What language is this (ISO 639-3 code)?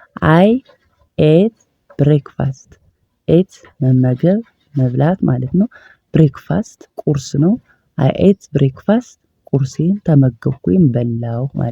amh